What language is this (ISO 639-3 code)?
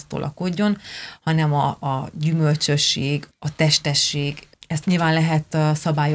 hun